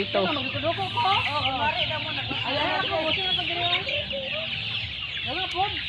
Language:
Filipino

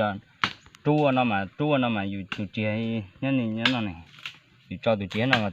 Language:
Hmong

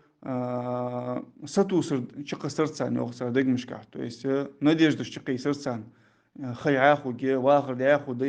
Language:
Ingush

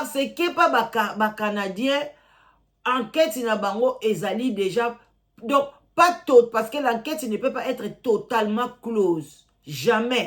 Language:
Lingala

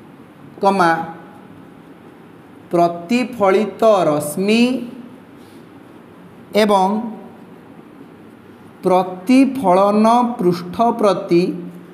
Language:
Odia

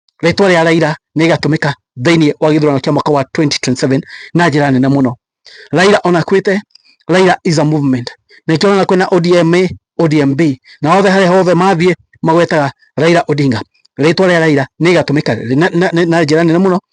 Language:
Kikuyu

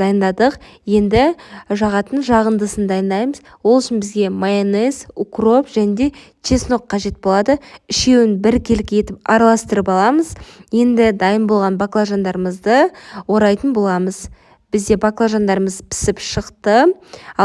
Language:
Kazakh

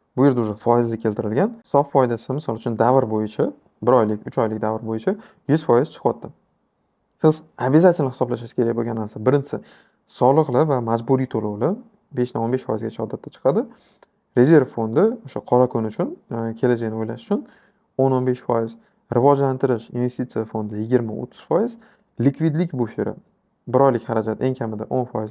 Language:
Uzbek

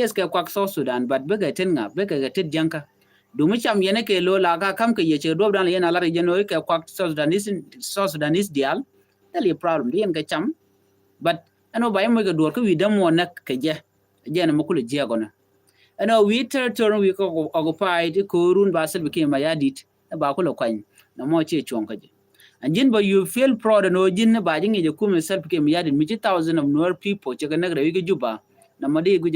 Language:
Nuer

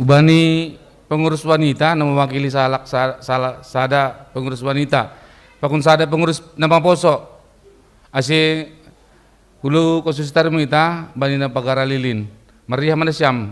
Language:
Batak Simalungun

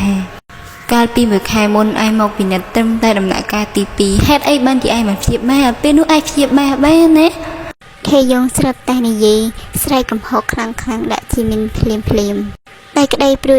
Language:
Khmer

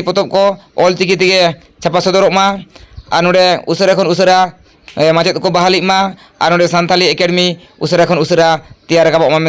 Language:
Santali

